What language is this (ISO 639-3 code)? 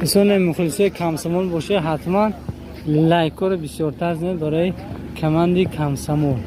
tgk